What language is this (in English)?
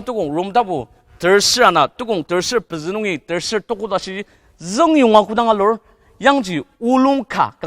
Ao Naga